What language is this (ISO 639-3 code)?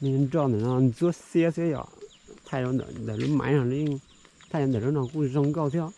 hmn